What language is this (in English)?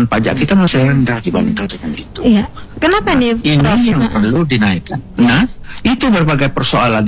Indonesian